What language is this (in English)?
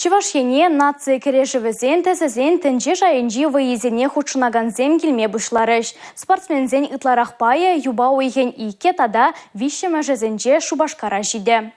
Chuvash